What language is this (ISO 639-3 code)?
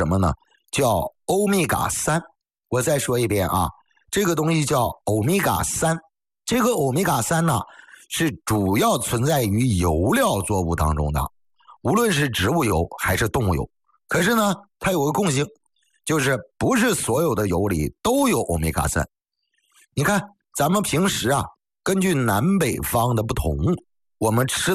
zho